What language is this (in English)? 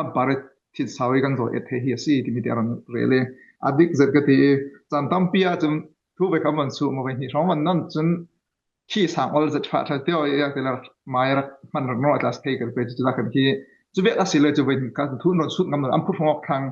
Falam Chin